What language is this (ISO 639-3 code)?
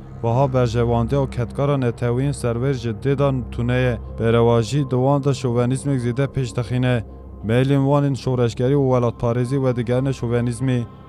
kur